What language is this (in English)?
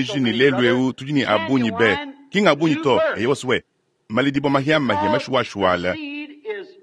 Luba-Lulua